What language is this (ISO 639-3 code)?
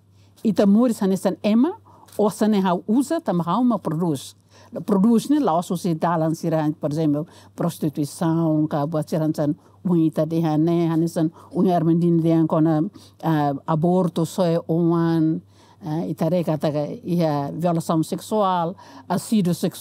tet